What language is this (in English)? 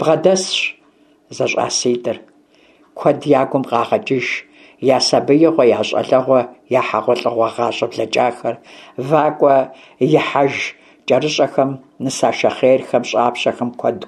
Kabardian